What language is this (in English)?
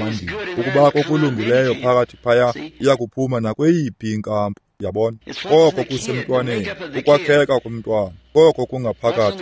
Xhosa